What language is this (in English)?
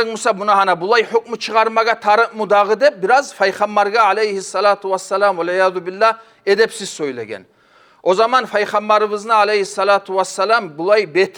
Kumyk